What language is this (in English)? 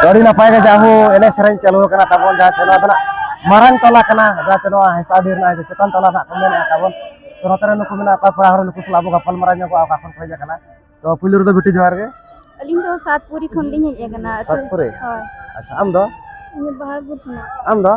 Santali